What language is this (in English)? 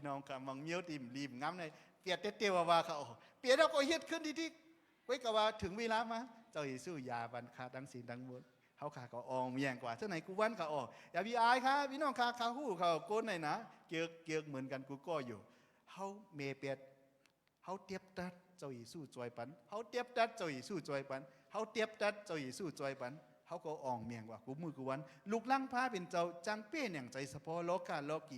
Shan